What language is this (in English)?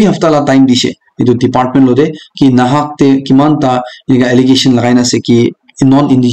Naga Pidgin